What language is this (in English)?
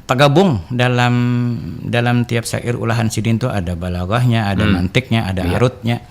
Banjar